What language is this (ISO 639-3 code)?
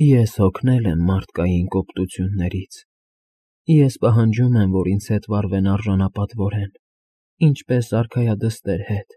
hye